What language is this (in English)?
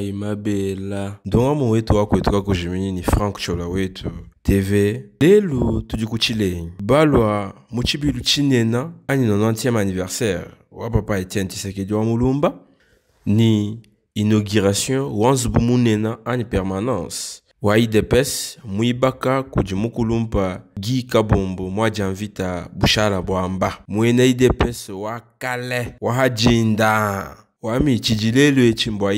Luba-Lulua